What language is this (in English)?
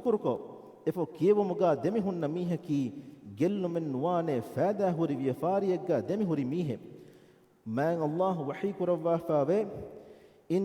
Divehi